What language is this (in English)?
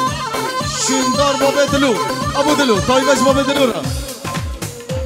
Persian